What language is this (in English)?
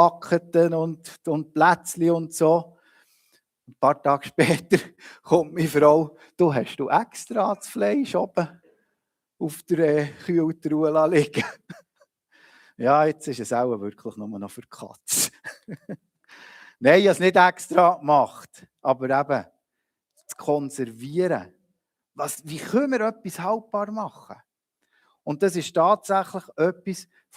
Swiss German